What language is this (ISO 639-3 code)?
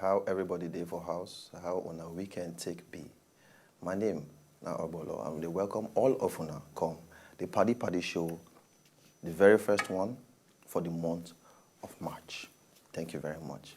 pcm